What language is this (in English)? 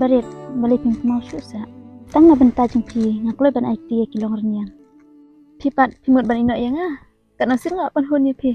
Khasi